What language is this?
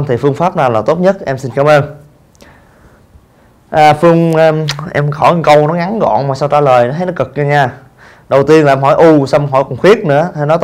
Vietnamese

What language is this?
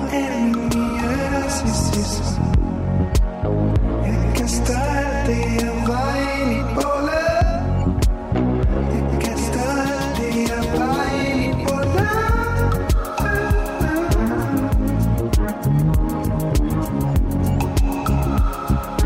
Danish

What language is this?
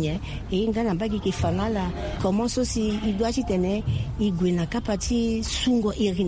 Sango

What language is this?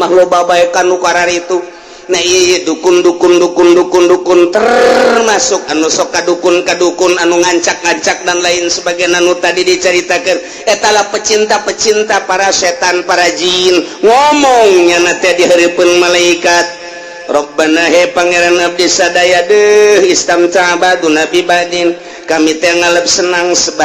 Sundanese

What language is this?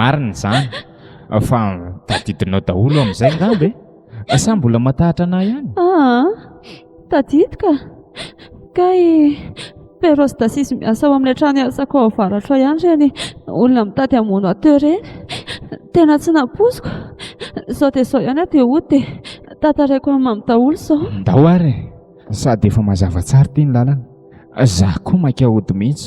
Malagasy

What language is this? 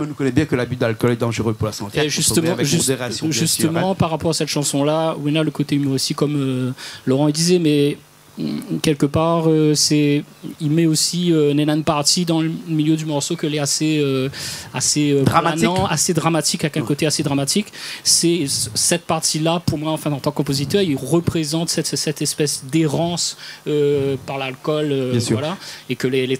Réunion Creole French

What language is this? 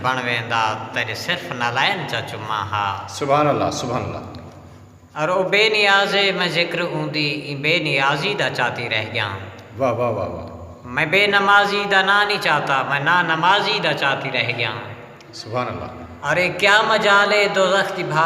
Saraiki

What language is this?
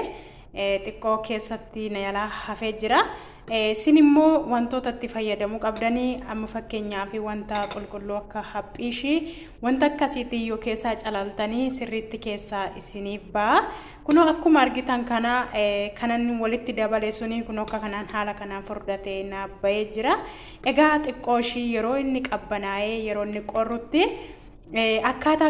Oromo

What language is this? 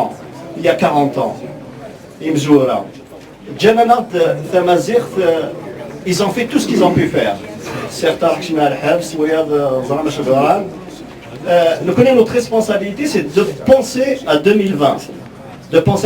Kabyle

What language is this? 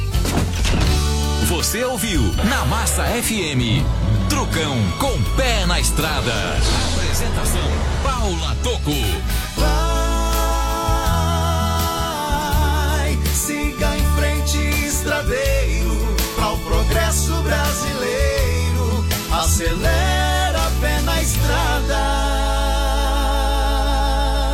Portuguese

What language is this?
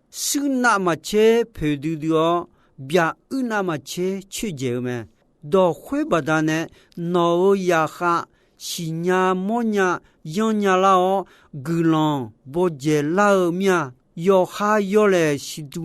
Akha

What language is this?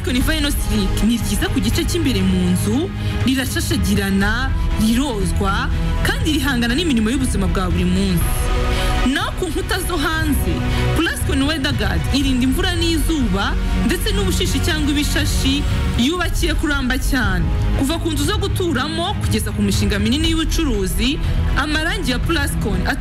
Kinyarwanda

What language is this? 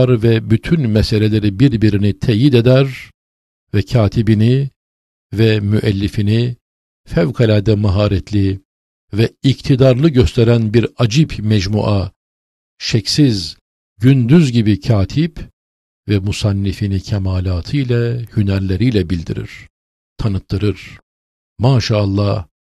Turkish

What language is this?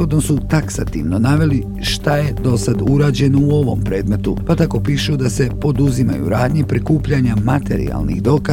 Bosnian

